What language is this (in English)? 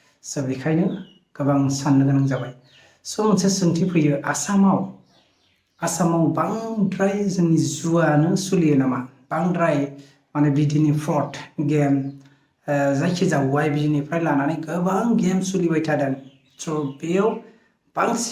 Bodo